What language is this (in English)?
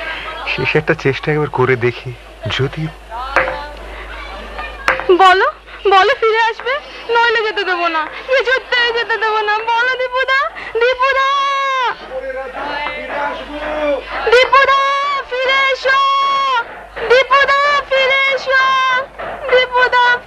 Bangla